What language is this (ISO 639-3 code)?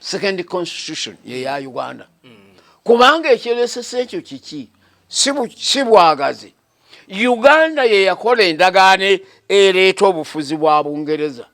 lug